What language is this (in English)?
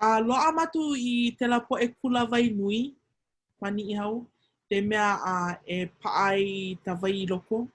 Hawaiian